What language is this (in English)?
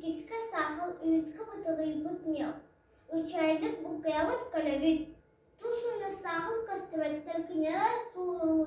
Yakut